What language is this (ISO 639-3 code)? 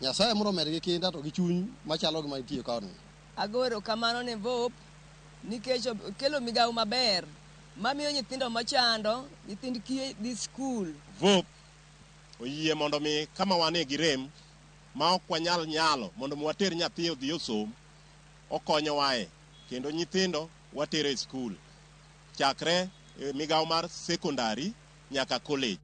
luo